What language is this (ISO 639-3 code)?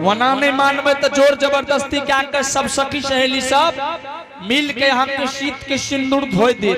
anp